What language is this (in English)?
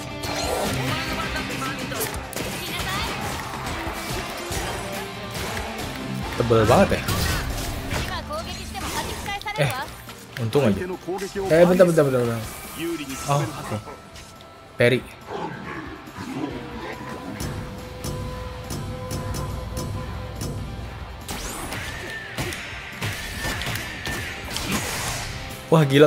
Indonesian